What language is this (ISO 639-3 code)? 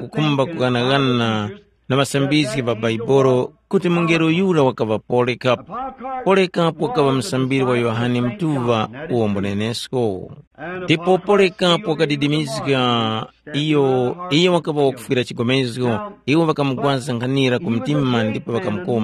tum